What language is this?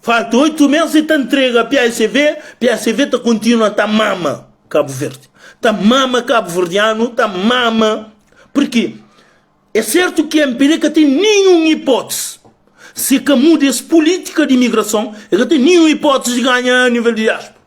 Kabuverdianu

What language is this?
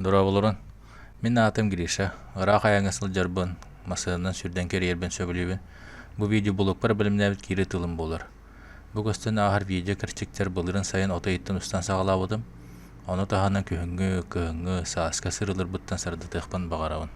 Yakut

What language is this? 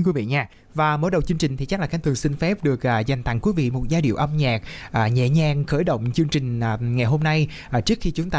Vietnamese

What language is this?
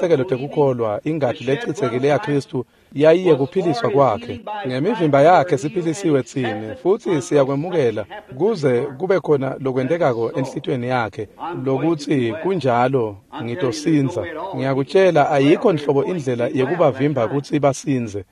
Swati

